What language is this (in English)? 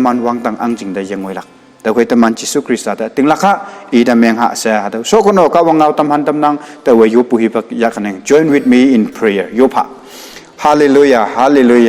Konyak Naga